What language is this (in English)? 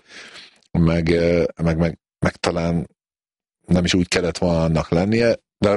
Hungarian